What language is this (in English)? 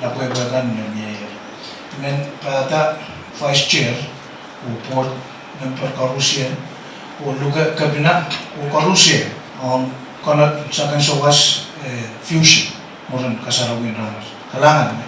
Pohnpeian